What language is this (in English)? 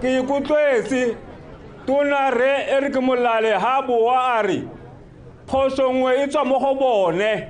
Tswana